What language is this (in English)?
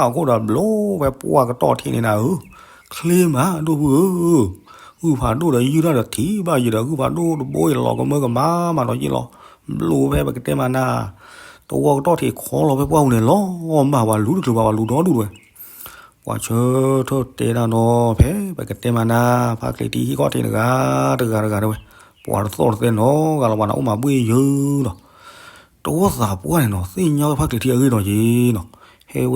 S'gaw Karen